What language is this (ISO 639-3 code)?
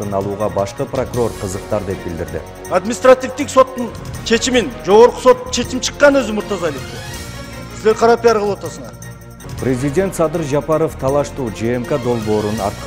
kir